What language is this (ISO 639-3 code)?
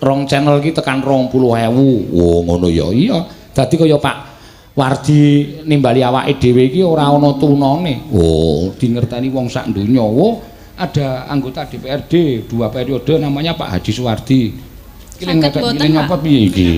jav